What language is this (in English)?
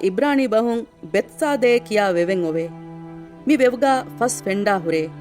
Divehi